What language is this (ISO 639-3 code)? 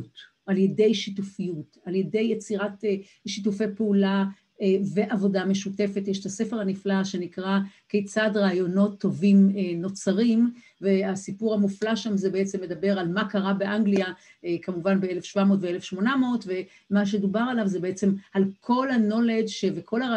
heb